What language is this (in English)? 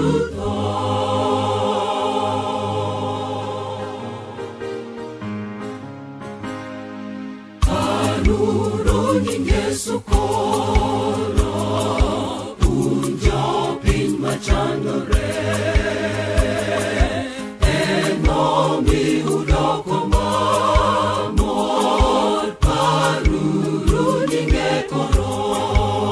Luo (Kenya and Tanzania)